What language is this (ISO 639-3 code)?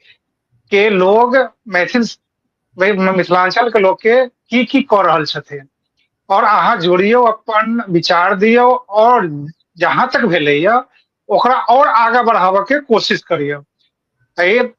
mai